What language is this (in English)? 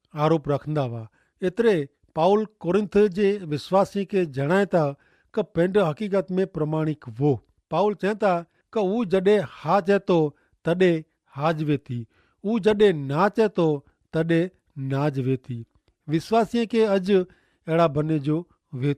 Kachhi